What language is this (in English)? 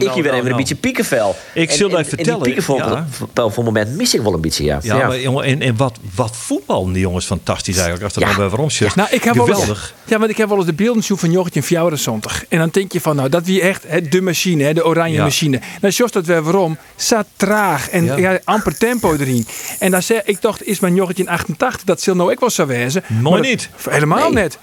Western Frisian